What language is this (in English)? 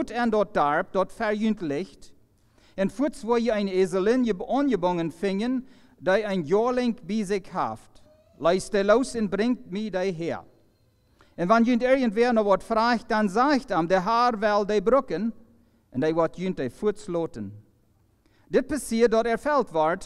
Plautdietsch